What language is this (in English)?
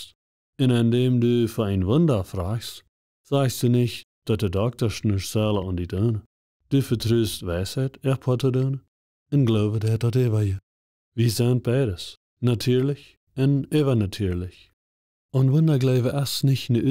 Plautdietsch